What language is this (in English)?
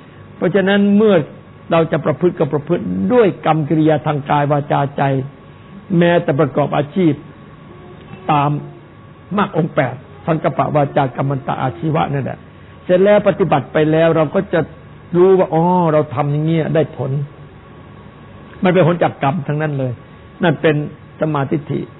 Thai